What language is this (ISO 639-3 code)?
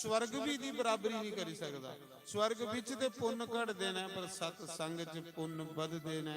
doi